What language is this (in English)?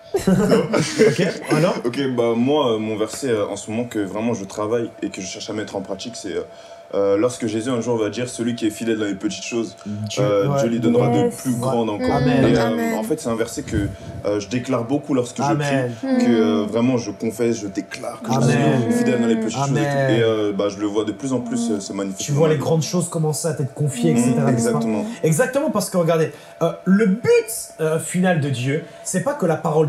French